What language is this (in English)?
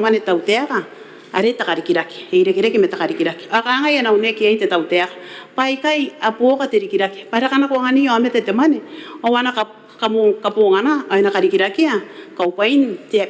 Gilbertese